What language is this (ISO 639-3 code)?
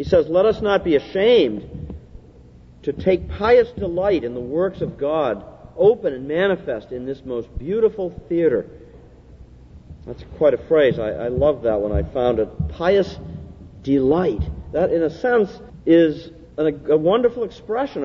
eng